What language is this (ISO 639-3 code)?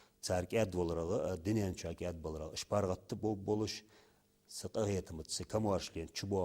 inh